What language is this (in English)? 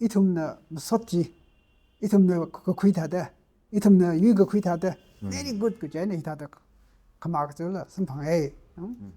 Tangkhul Naga (India)